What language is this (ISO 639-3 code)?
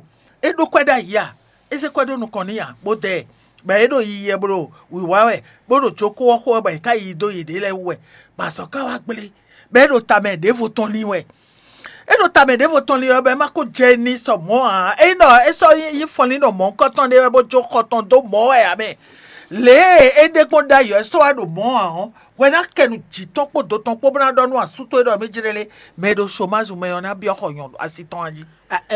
fon